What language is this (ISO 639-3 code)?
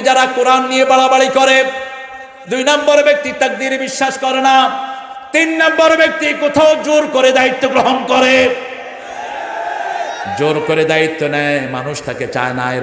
ben